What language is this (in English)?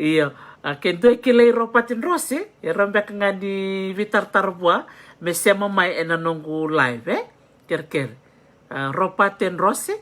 Fijian